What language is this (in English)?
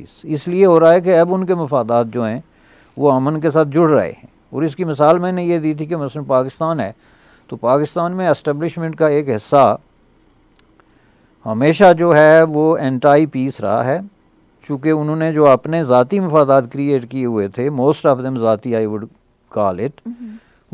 Urdu